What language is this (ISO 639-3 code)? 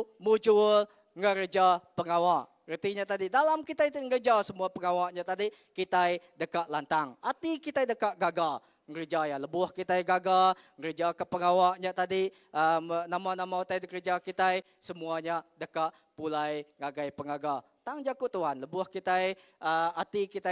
iba